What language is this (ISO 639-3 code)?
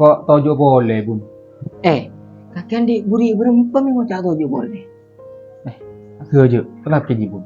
mad